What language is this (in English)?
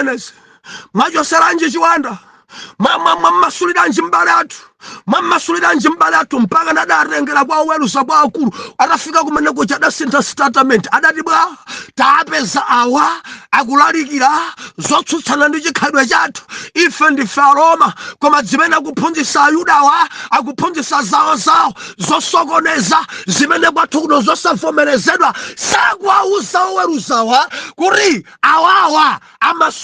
Nyanja